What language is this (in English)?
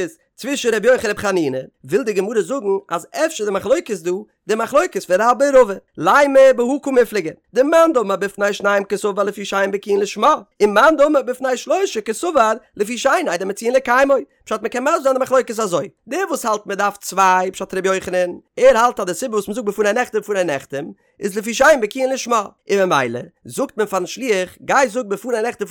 Yiddish